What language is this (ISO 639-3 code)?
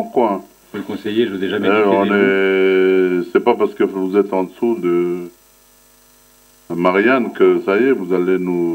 fra